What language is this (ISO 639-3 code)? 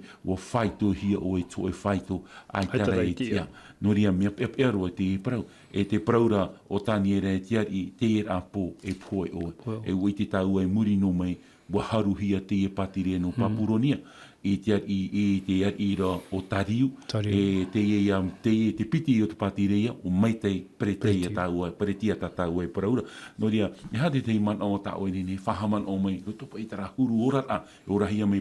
tah